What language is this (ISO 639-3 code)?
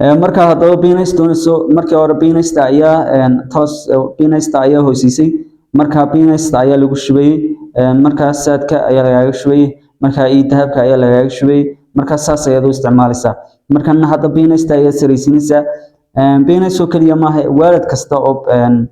som